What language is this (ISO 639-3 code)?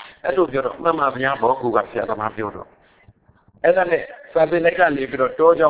mya